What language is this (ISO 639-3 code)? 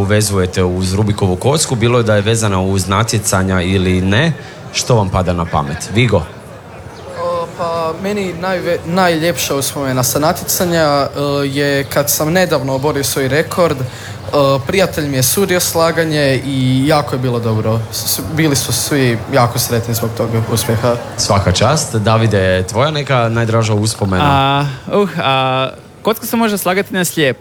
hrv